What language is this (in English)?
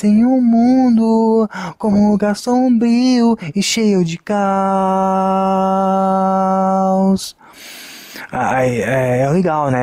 Portuguese